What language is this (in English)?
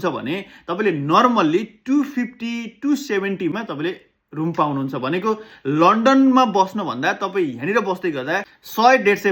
Nepali